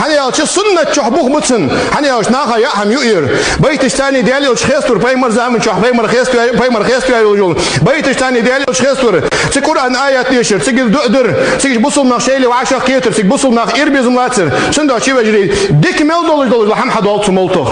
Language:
Ingush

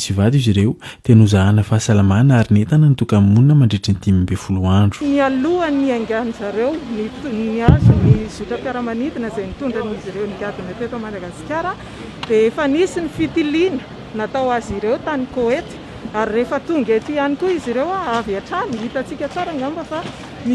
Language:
Malagasy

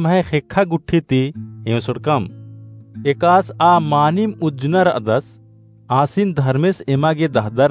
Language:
Kurukh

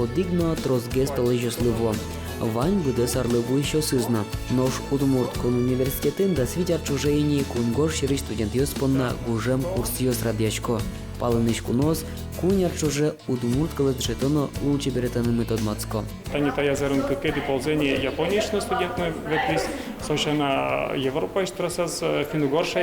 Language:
Udmurt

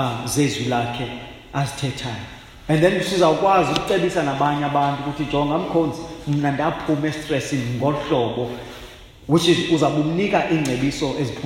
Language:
Xhosa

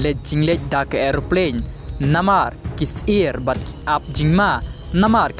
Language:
Khasi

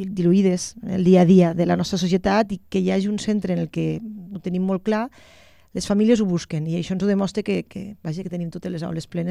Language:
Catalan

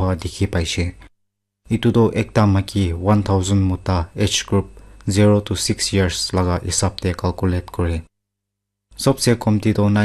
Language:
Naga Pidgin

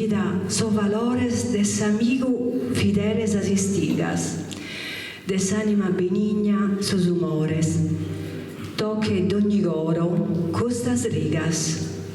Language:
Sardinian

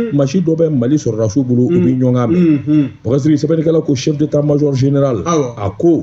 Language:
Bambara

